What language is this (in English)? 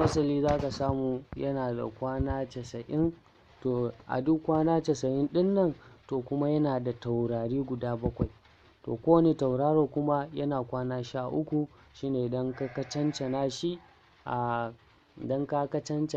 Hausa